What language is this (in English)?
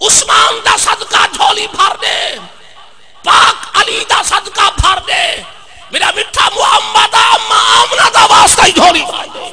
Saraiki